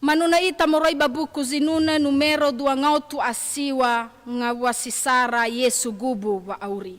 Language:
Nias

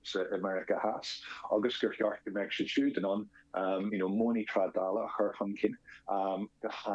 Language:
Irish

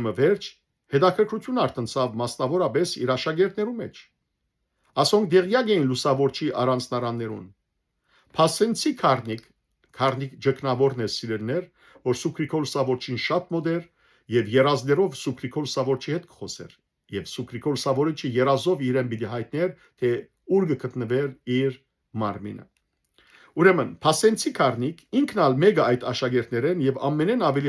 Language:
Western Armenian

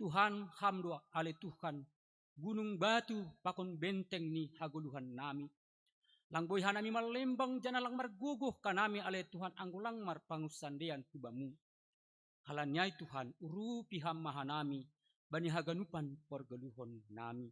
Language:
Batak Simalungun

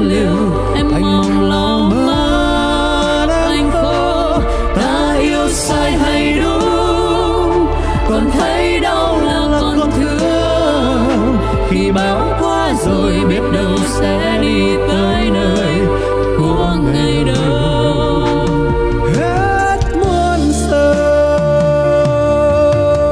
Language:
Vietnamese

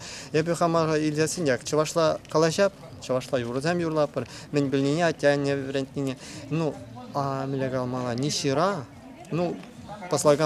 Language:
Chuvash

